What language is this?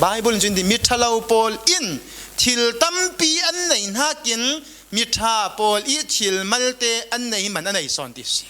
Falam Chin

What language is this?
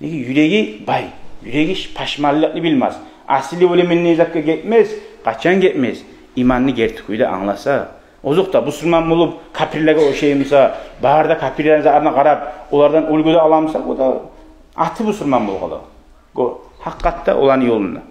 Kumyk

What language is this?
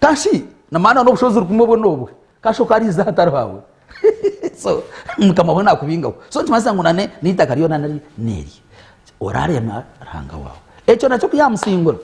Nyankole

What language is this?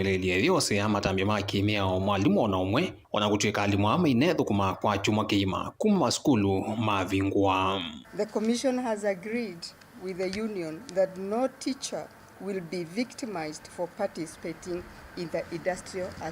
Kamba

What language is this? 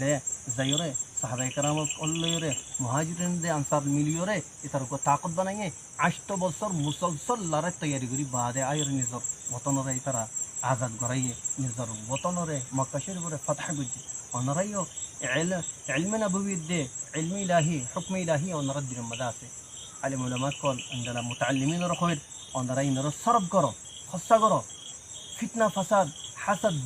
Rohingya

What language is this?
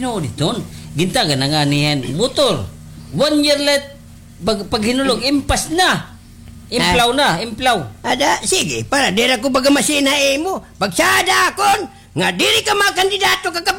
Waray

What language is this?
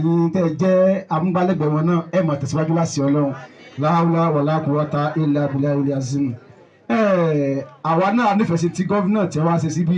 Yoruba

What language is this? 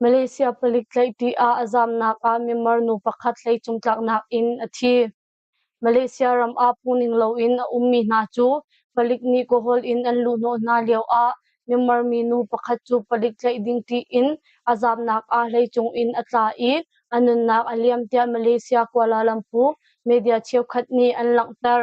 Hakha Chin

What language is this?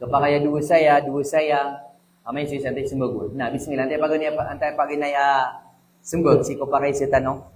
Maranao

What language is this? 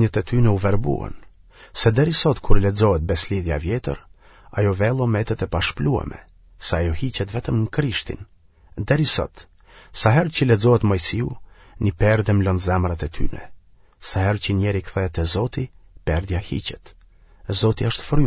Albanian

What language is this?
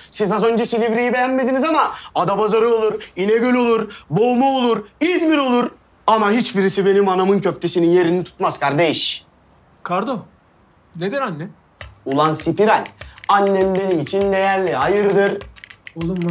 Turkish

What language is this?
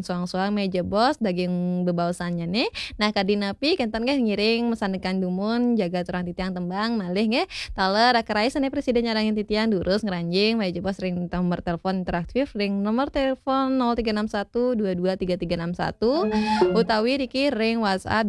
Balinese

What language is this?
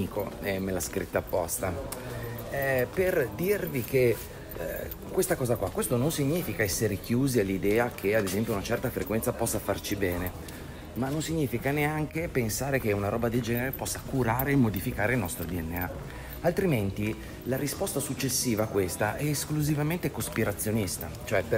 Italian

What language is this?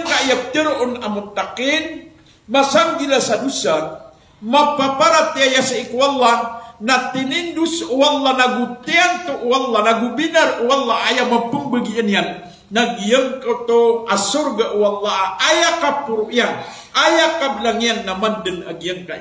Maranao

